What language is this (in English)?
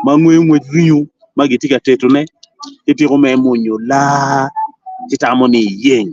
Acoli